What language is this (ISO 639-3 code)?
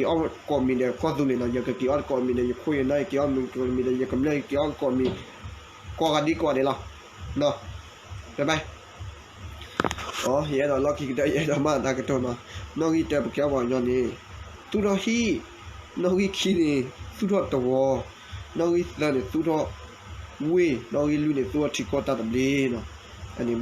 ksw